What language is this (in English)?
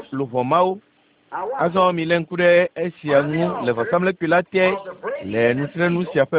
Ewe